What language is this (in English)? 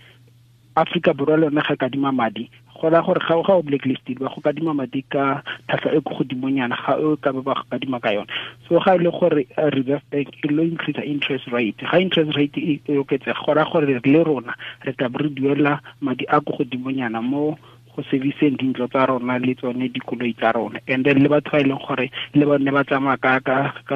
Tswana